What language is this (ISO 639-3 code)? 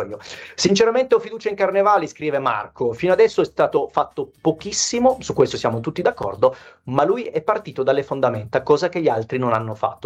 ita